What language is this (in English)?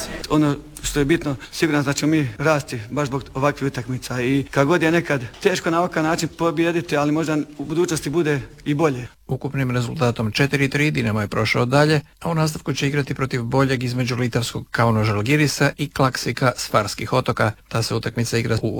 Croatian